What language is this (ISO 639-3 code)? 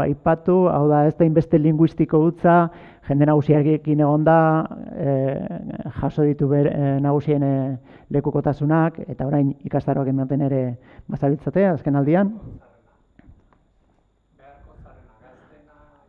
eus